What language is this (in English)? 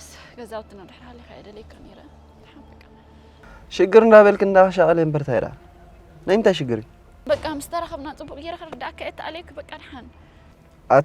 Tigrinya